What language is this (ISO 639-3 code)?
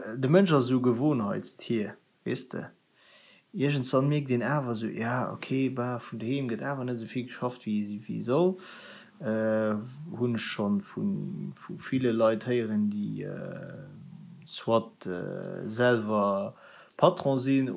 ltz